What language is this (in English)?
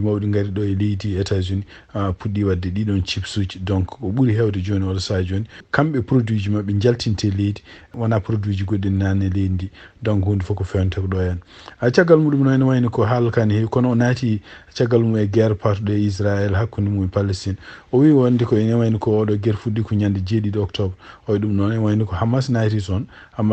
Fula